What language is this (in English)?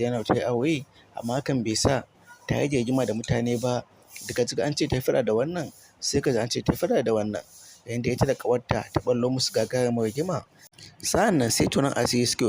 Hausa